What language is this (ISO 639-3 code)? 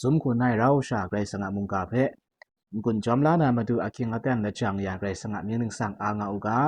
kac